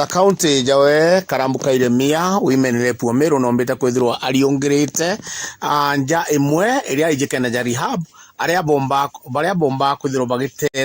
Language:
Meru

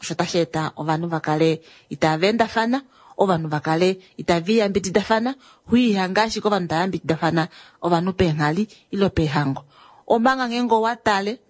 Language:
Kuanyama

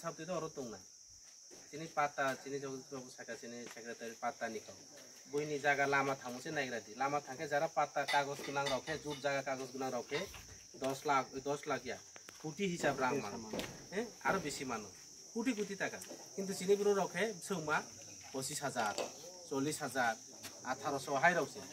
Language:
Kok Borok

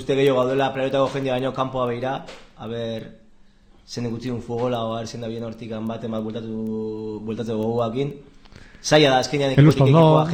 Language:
Basque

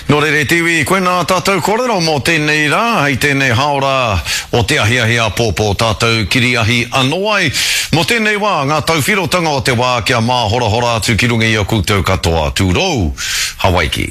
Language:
Māori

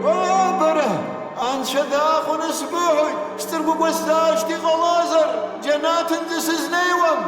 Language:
Abkhazian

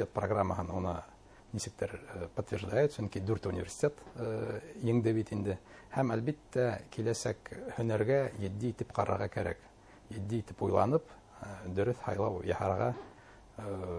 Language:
Bashkir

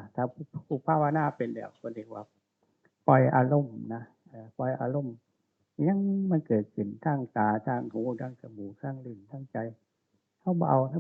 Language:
Northeastern Thai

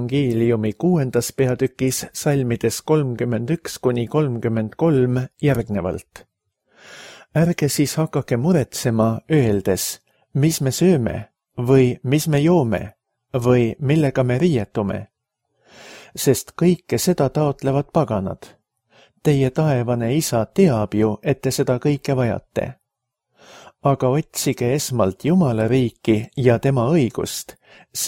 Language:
Estonian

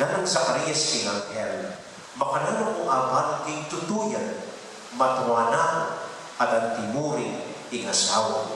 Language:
Pampanga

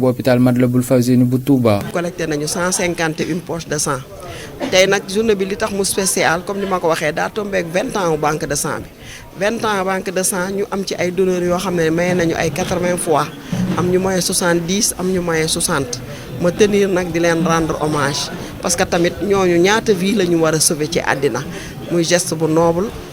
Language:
Wolof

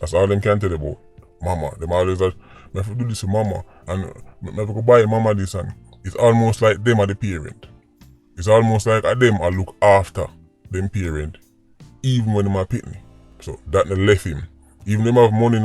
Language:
Jamaican Creole English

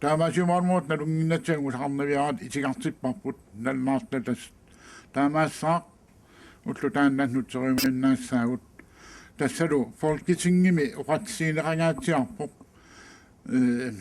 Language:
Kalaallisut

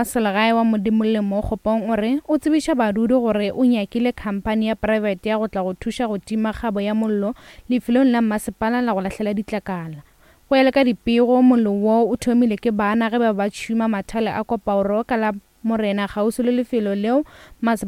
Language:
Northern Sotho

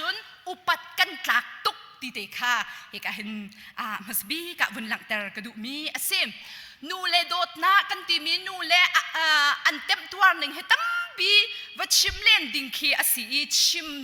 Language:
Hakha Chin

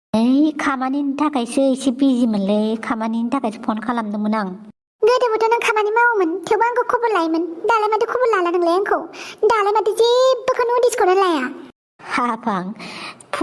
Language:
Bodo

